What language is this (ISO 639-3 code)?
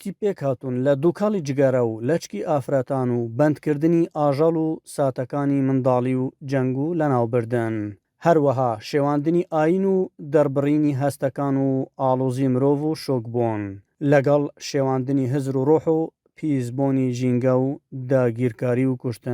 ckb